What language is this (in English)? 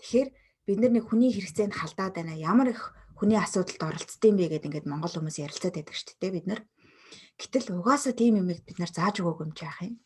Mongolian